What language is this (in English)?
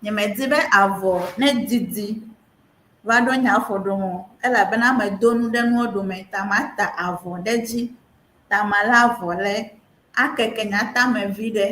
Ewe